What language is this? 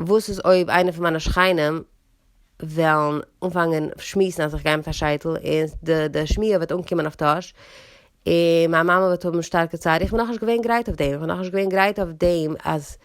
Yiddish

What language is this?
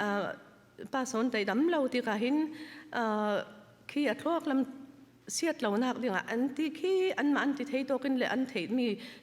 Falam Chin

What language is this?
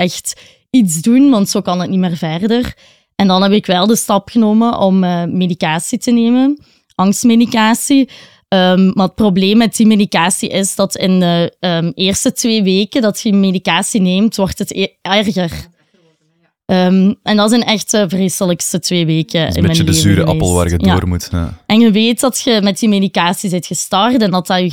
Dutch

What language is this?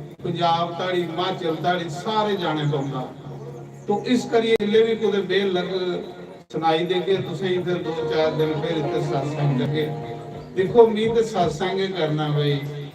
Dogri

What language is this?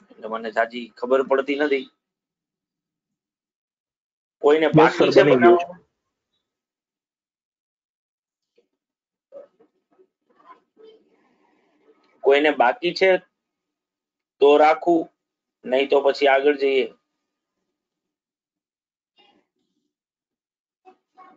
Gujarati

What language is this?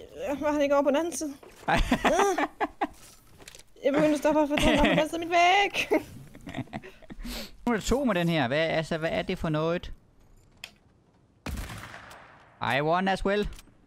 Danish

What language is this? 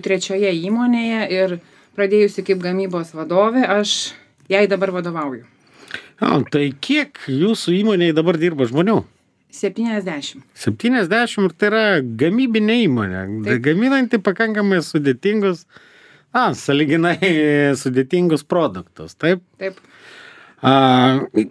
Lithuanian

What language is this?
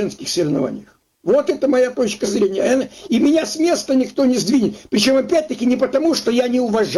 Russian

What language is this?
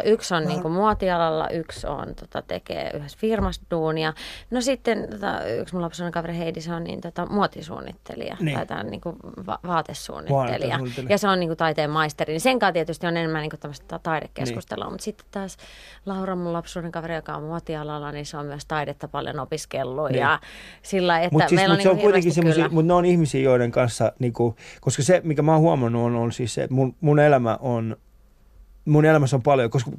Finnish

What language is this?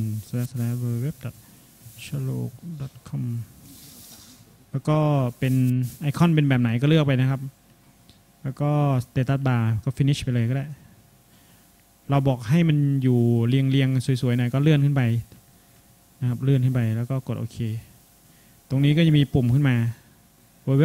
Thai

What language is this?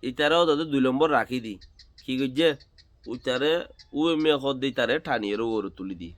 Rohingya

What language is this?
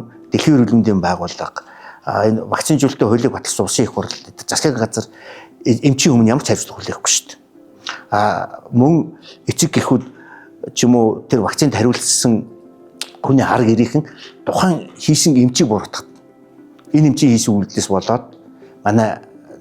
Mongolian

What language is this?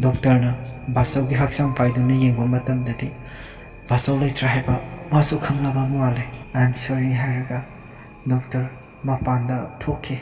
Manipuri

